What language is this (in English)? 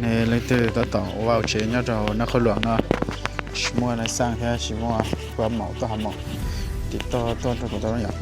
Hmong